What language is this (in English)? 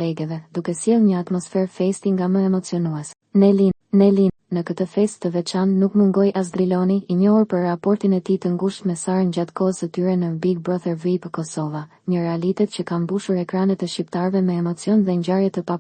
Albanian